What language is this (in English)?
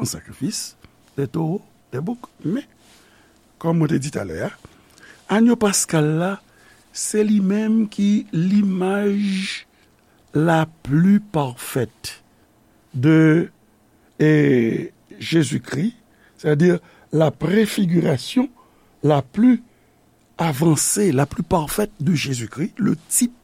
Haitian Creole